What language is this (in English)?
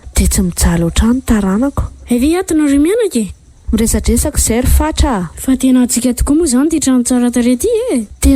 Malagasy